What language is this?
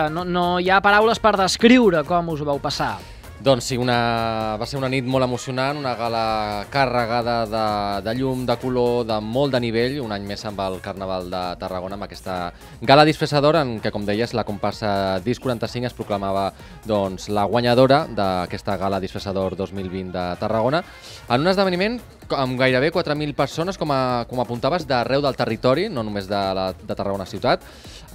Catalan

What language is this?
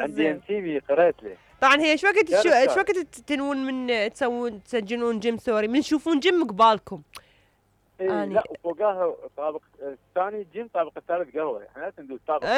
Mesopotamian Arabic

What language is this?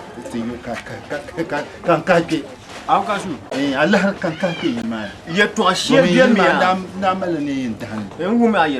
Dagbani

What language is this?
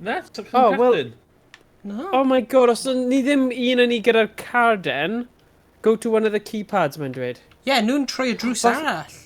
Welsh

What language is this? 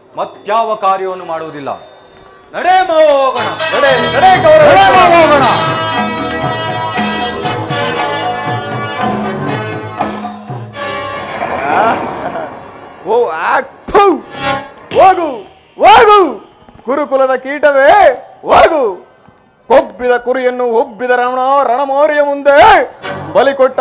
Kannada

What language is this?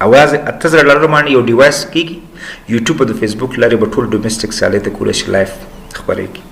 Pashto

